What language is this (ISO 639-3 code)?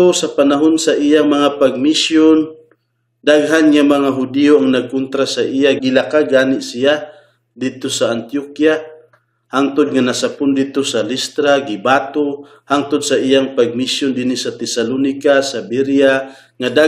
ceb